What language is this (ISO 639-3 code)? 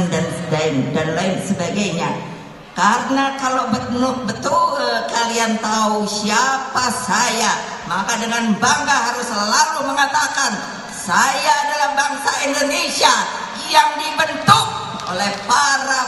ind